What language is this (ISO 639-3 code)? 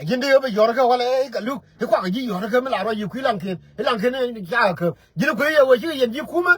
nus